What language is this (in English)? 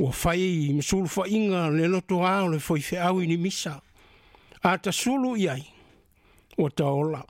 Samoan